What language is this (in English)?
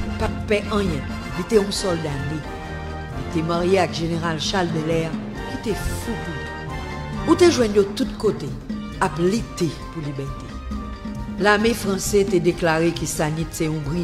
Haitian Creole